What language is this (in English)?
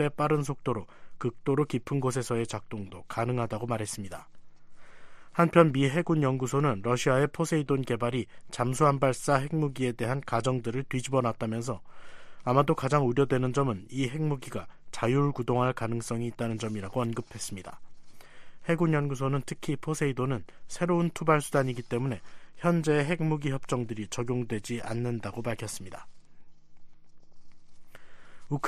Korean